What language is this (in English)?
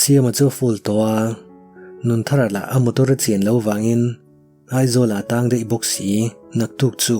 Mizo